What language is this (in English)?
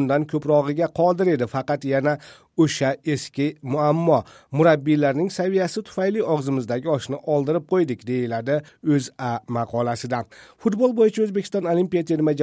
Uzbek